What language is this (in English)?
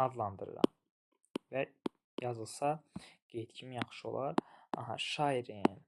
Azerbaijani